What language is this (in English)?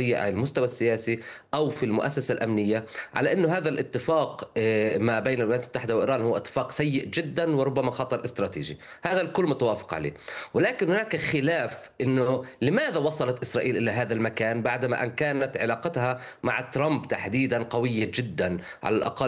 Arabic